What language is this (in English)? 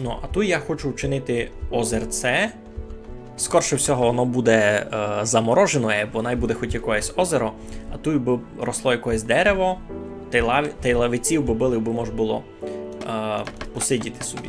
Rusyn